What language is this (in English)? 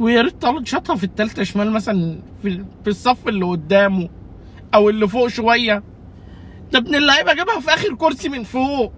Egyptian Arabic